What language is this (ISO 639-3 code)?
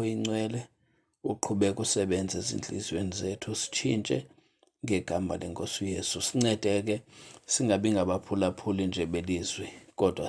xho